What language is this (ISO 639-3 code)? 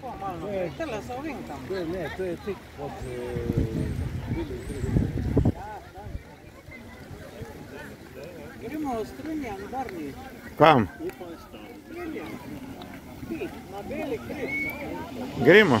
slv